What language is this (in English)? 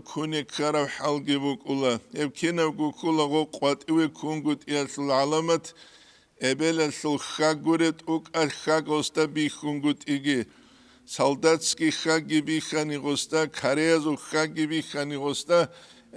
Avaric